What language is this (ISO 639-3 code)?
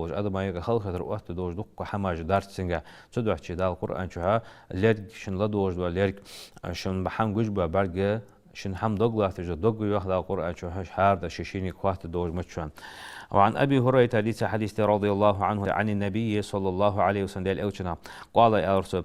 inh